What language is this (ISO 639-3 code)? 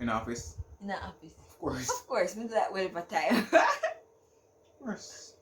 jam